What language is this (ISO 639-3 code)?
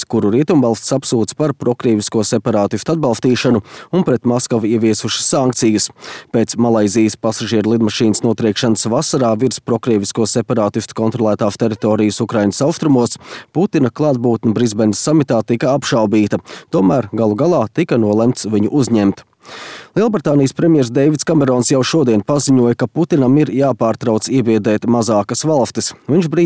lav